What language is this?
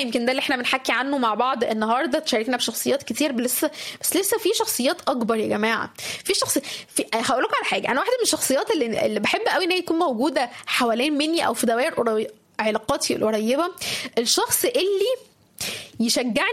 Egyptian Arabic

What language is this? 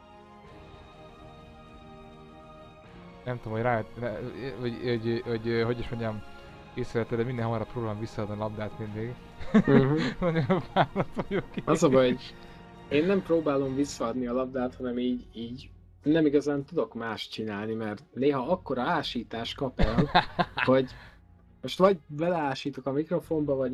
Hungarian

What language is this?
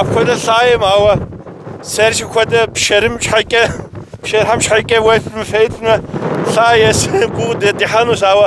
Kabardian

